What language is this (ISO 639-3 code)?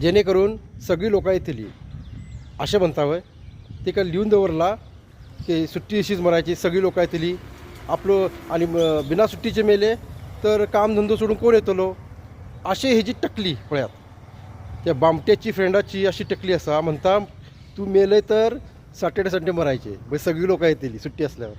kok